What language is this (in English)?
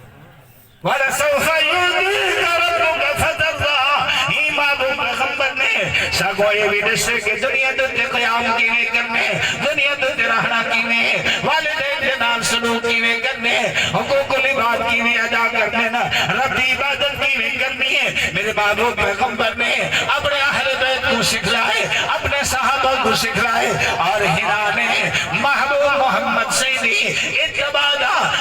Saraiki